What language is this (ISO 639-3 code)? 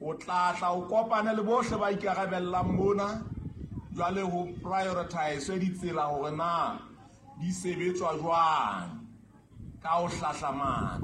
sot